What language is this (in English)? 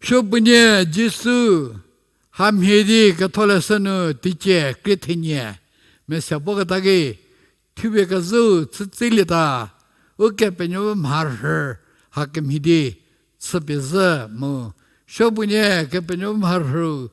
Angami Naga